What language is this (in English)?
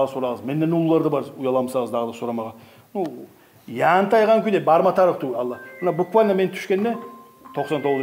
Kumyk